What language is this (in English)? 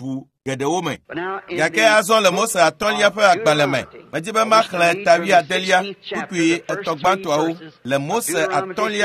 Ewe